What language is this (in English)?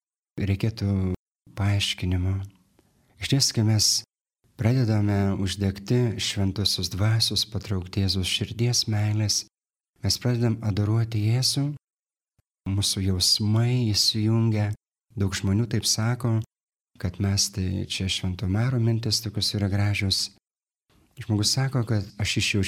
Lithuanian